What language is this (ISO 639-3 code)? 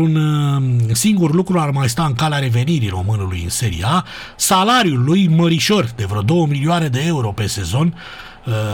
ron